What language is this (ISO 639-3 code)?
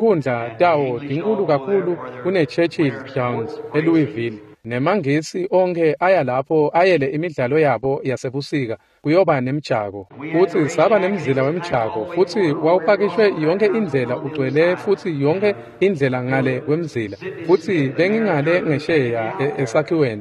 ssw